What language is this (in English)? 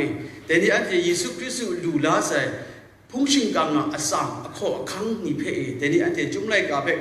Kachin